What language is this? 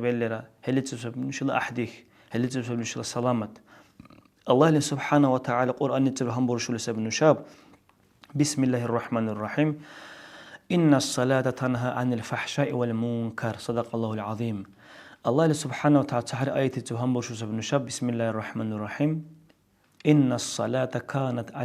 Dargwa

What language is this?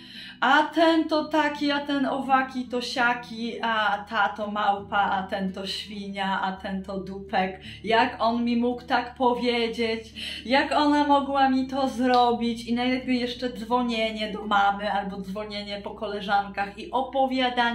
Polish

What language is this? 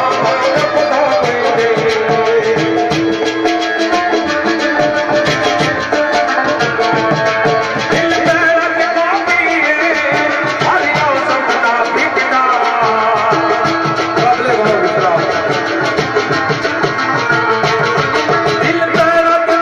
Hindi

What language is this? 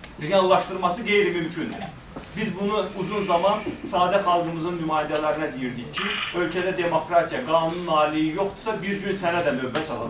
Azerbaijani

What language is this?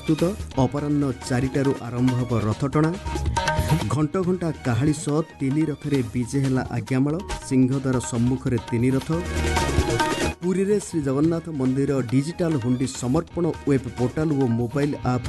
Odia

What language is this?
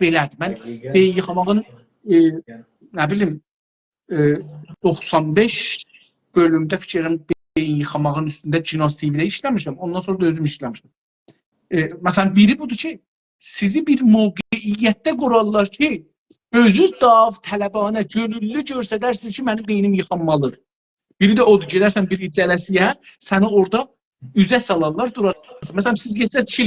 South Azerbaijani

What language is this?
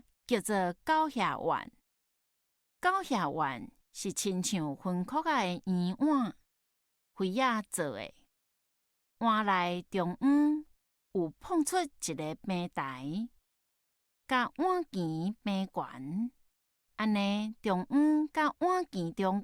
Min Nan Chinese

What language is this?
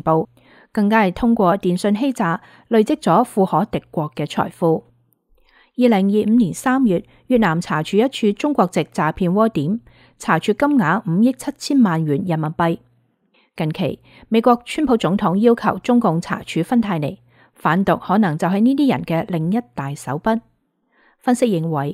Cantonese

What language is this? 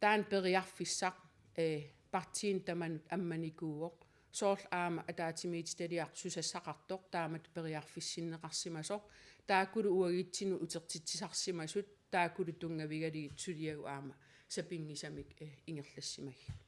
Kalaallisut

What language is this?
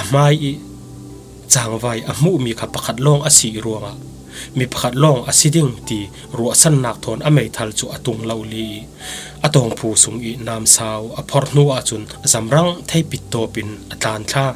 Falam Chin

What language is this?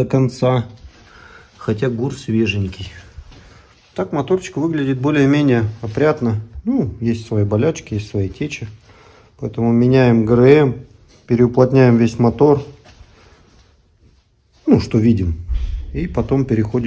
Russian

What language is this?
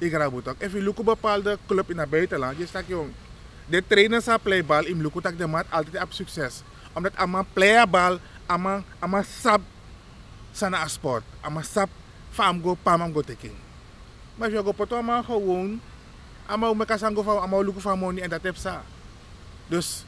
Sranan Tongo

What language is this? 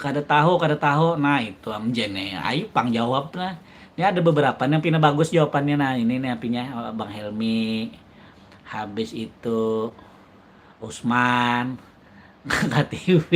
Banjar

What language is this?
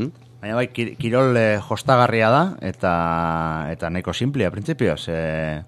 Basque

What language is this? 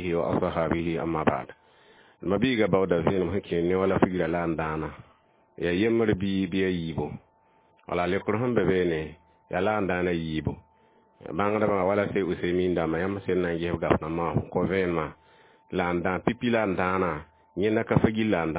Mossi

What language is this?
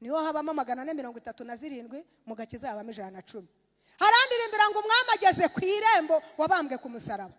Kinyarwanda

